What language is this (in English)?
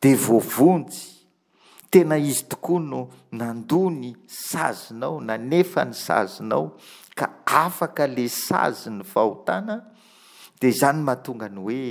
Malagasy